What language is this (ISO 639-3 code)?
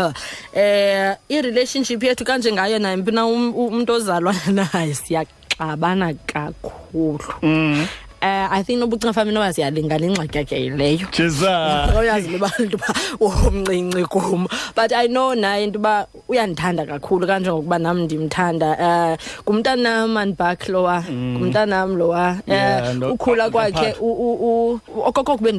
xho